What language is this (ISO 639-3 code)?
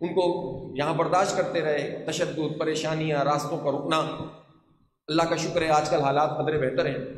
urd